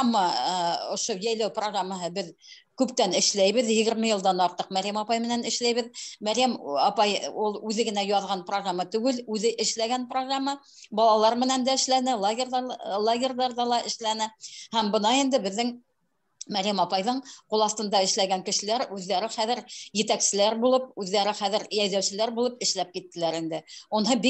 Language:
Bashkir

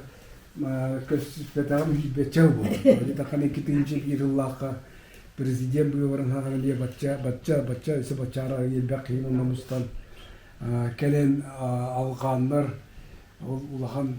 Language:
Yakut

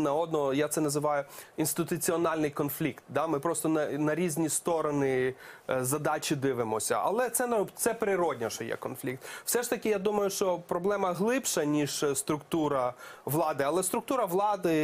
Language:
Ukrainian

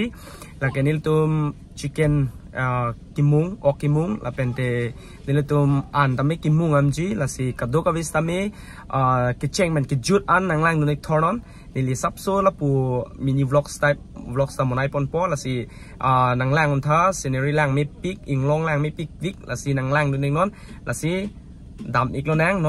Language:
Karbi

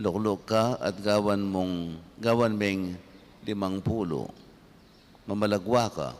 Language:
Pampanga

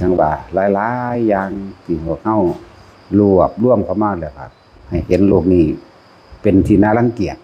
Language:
Northeastern Thai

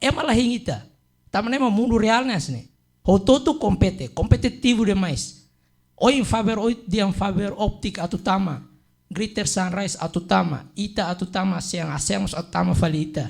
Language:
Tetum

